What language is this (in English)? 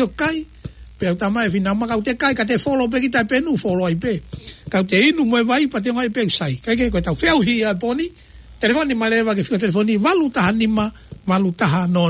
Tongan